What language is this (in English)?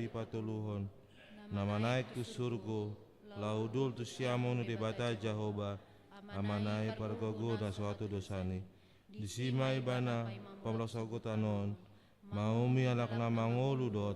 Batak Toba